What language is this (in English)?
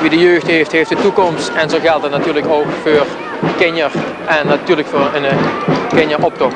Limburgish